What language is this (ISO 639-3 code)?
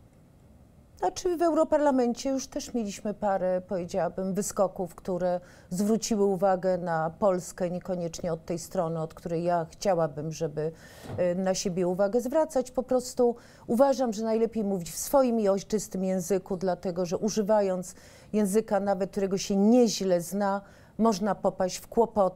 pol